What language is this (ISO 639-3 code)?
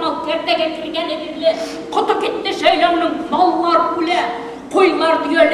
bak